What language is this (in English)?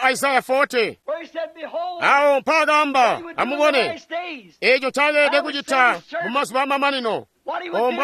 Tonga (Zambia)